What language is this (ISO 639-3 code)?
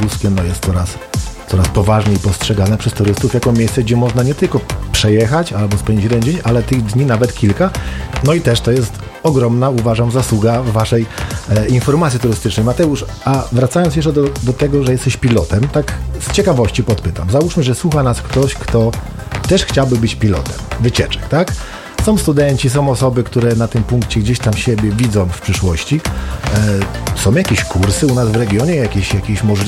pol